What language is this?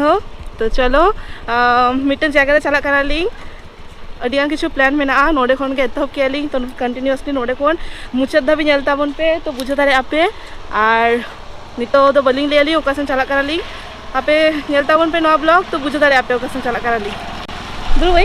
Santali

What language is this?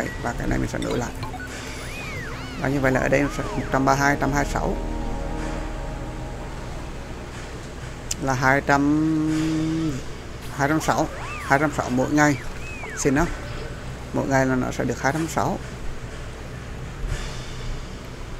Vietnamese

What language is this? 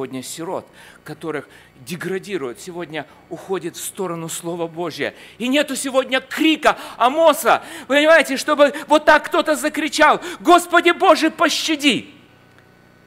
Russian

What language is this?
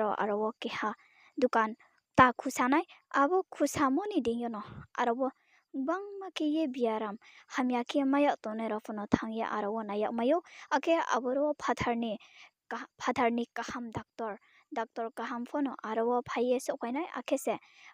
Riang (India)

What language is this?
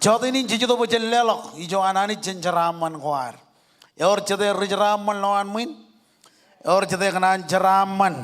Marshallese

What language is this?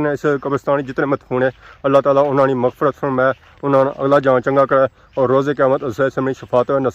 Pahari-Potwari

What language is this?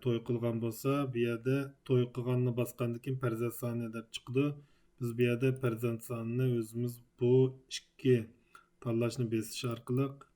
Uyghur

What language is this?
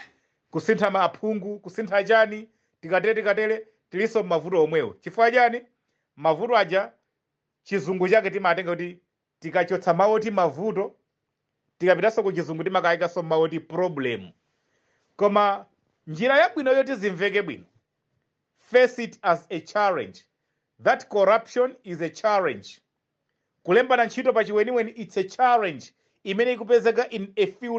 Nyanja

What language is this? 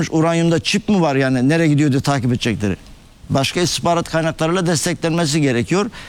Turkish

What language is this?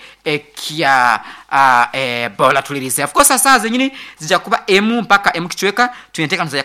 Nyoro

